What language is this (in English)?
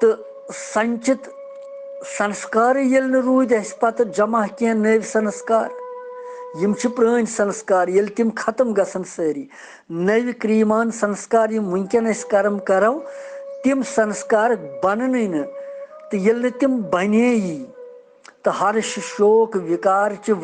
Kashmiri